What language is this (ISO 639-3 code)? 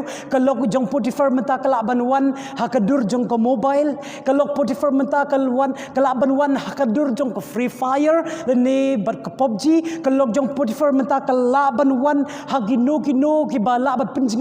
kha